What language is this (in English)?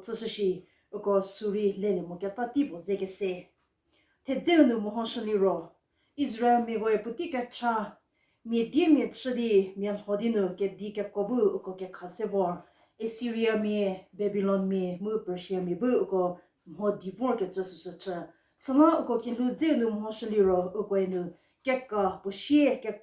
Angami Naga